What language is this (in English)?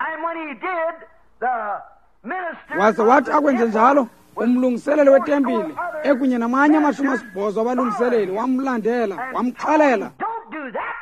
Xhosa